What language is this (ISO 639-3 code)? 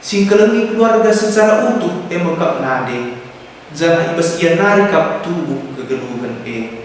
btx